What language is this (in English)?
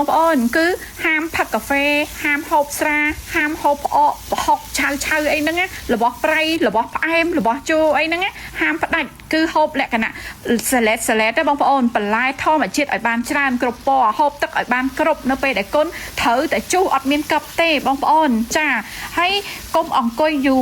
Khmer